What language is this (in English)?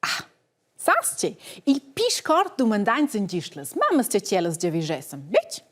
Romansh